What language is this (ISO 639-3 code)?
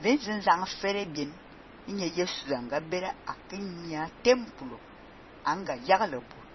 fan